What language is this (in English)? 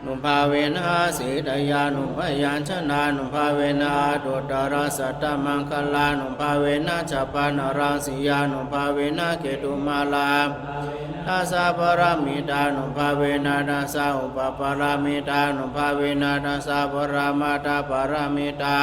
Pali